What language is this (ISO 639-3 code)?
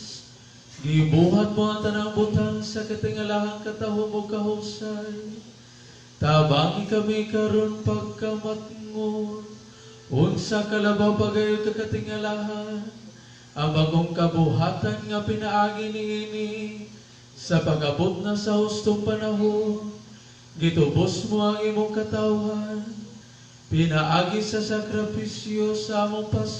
ceb